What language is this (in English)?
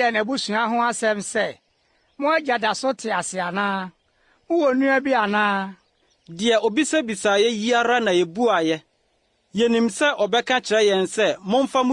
Akan